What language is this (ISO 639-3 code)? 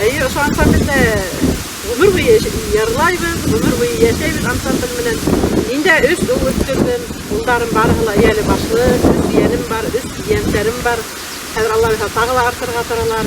bak